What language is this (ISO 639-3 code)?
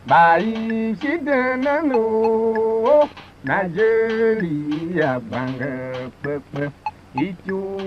tiv